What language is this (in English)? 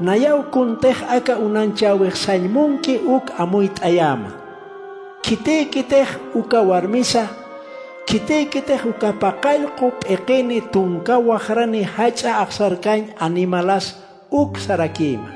Aymara